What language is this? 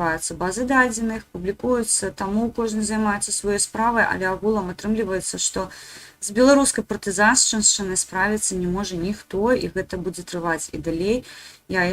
Belarusian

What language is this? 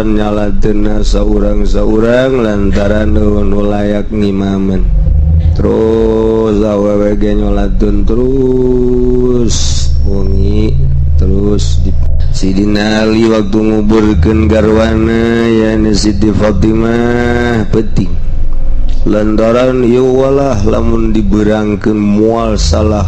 Sundanese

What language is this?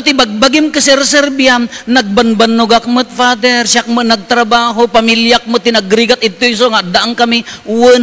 Iloko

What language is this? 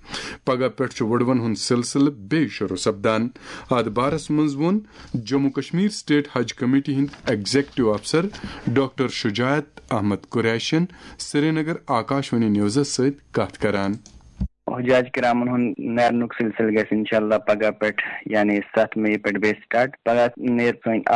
Kashmiri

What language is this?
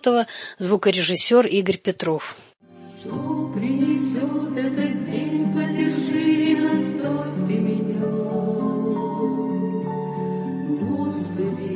Russian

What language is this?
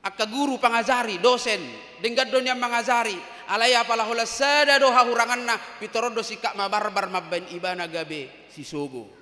Batak Toba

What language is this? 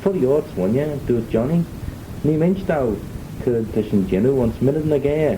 Manx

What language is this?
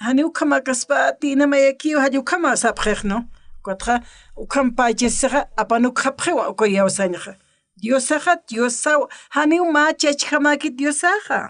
Aymara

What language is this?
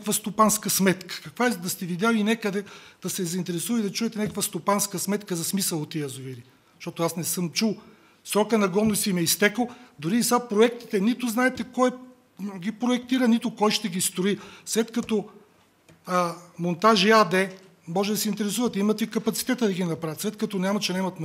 Bulgarian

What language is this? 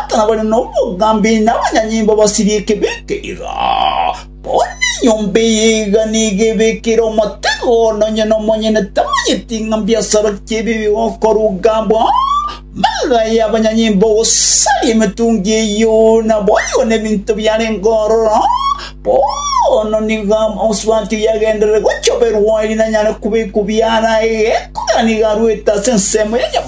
Gusii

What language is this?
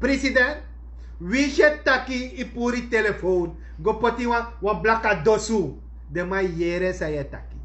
Sranan Tongo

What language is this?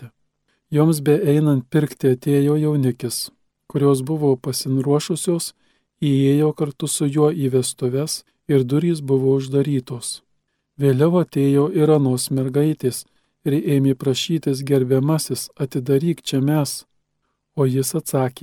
Lithuanian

